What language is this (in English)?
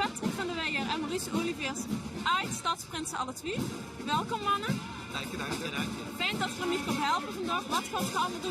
Limburgish